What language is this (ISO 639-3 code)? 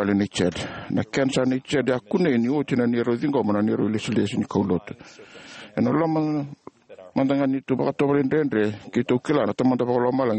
fij